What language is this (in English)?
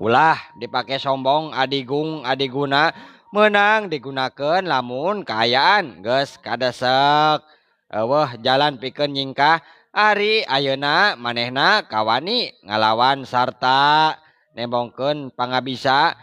Sundanese